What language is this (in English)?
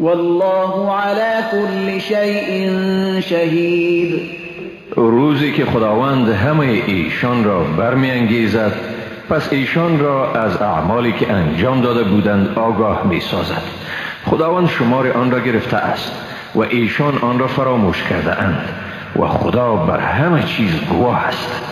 Persian